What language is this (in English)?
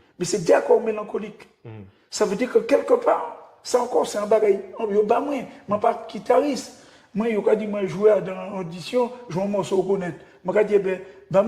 Guadeloupean Creole French